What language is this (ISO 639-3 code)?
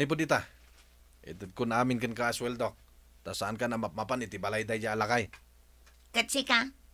ilo